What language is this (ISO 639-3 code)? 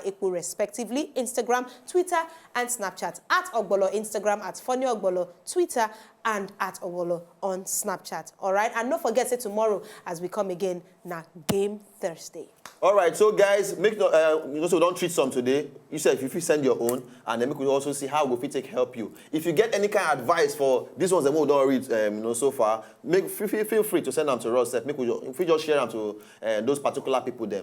pcm